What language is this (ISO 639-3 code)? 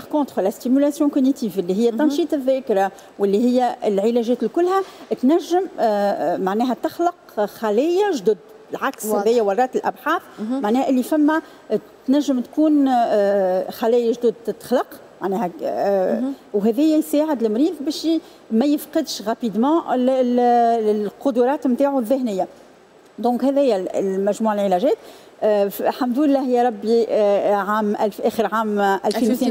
aeb